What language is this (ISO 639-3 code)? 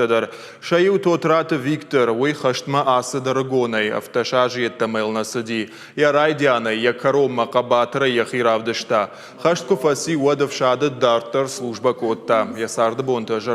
oss